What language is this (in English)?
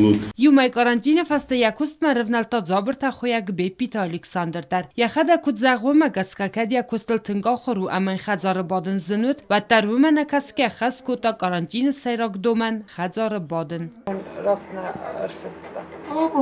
Ossetic